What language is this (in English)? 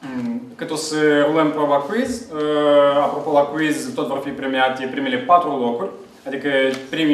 Romanian